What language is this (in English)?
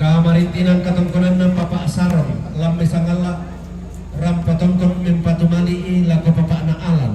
Toraja-Sa'dan